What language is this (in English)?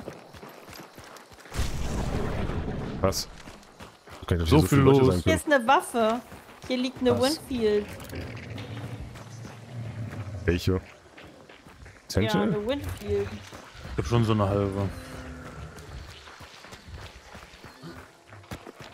German